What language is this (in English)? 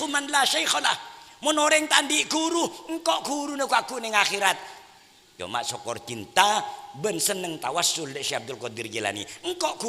Madurese